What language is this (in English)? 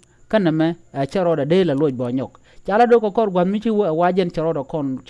Nuer